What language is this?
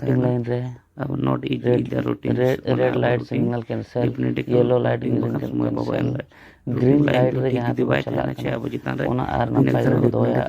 Santali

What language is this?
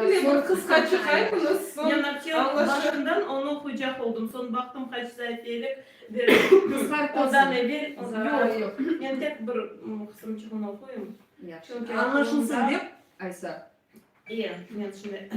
Crimean Tatar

